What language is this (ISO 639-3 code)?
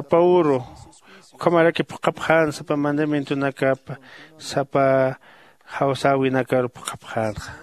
aym